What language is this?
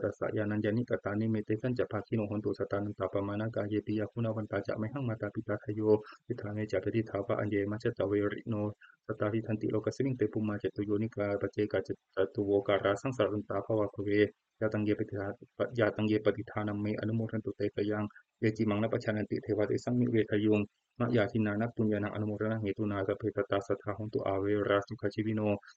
Pali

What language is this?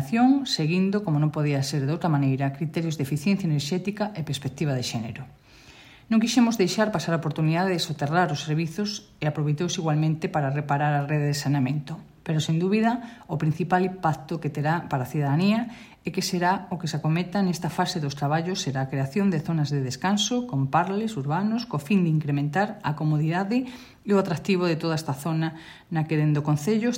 Galician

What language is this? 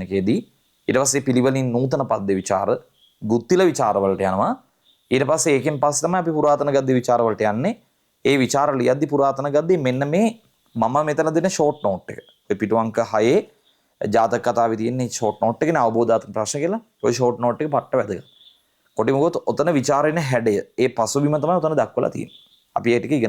Sinhala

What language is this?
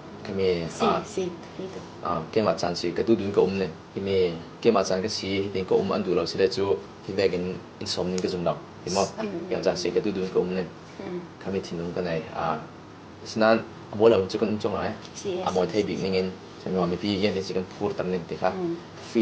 Falam Chin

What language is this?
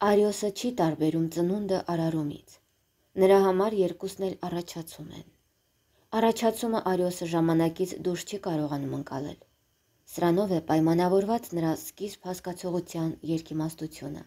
Armenian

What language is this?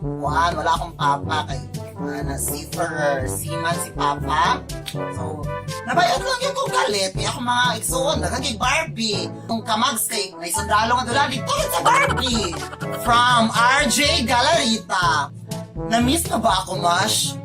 Cebuano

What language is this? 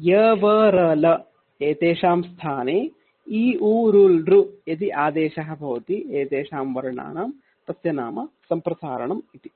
Sanskrit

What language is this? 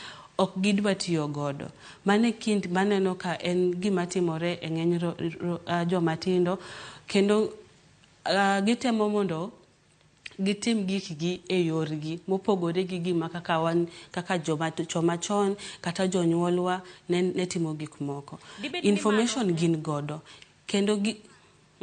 Luo (Kenya and Tanzania)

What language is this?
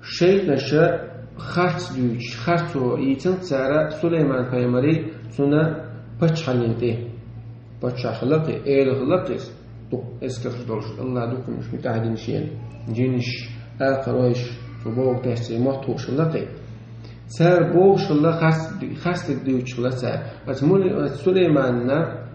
Chechen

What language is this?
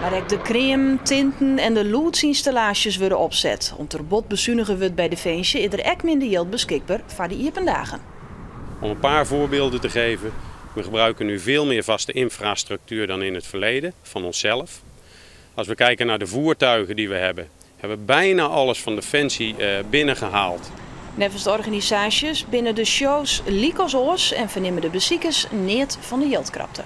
Western Frisian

